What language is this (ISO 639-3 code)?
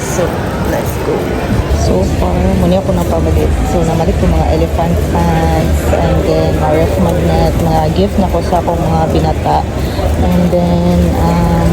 ceb